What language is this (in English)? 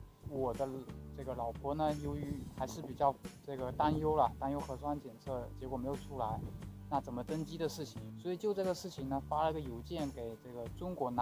Chinese